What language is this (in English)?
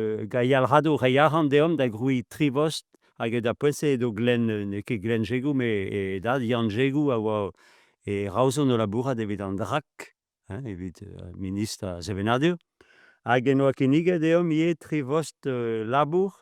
Breton